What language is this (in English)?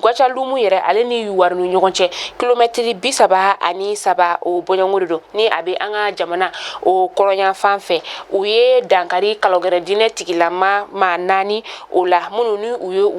Bambara